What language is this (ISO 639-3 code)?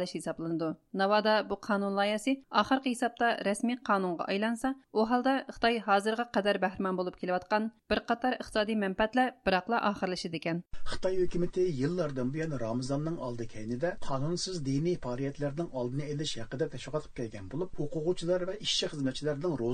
uig